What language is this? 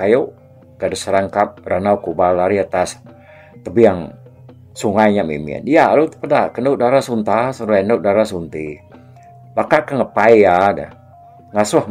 Iban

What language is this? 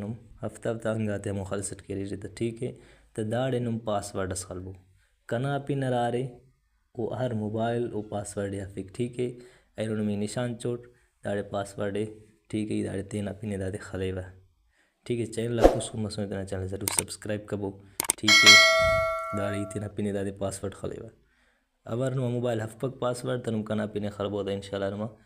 Brahui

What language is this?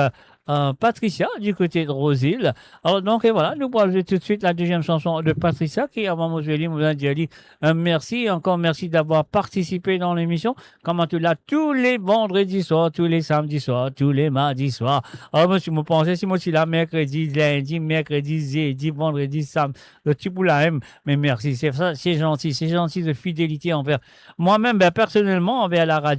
Morisyen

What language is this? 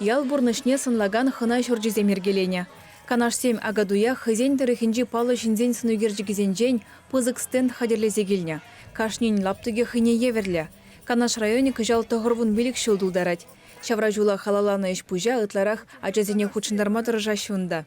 Chuvash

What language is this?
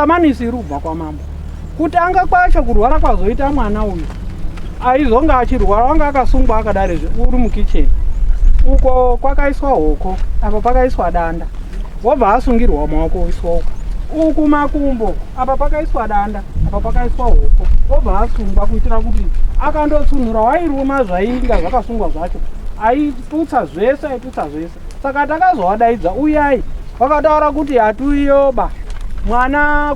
Shona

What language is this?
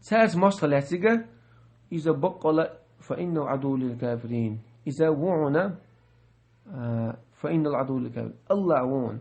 Chechen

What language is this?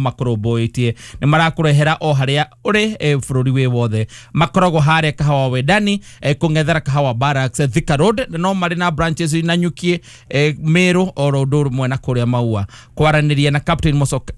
Kikuyu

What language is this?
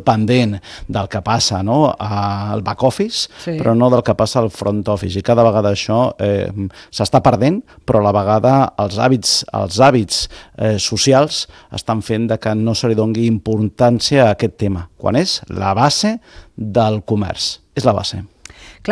Catalan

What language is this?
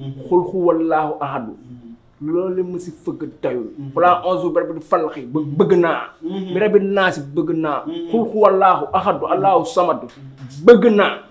Wolof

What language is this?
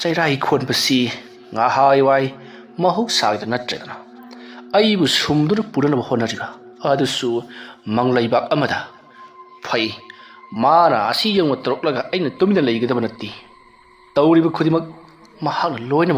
Manipuri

